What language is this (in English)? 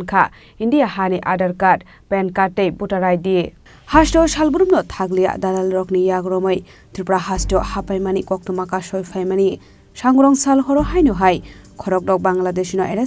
Kok Borok